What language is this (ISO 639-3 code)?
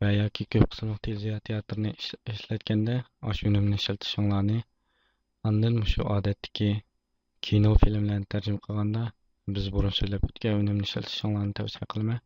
uig